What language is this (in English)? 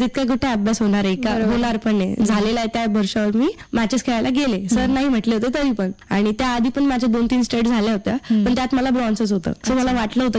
Marathi